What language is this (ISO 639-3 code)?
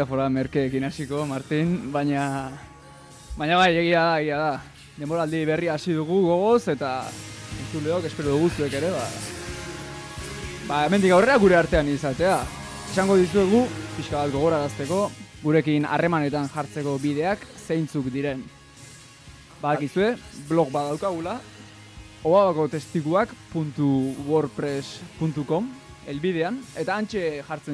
eus